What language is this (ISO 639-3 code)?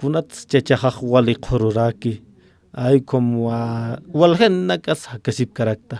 aym